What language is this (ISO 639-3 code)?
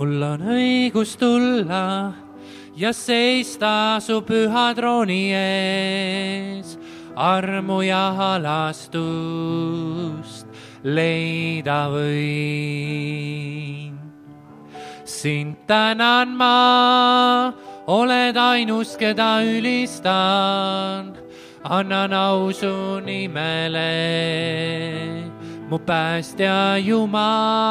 est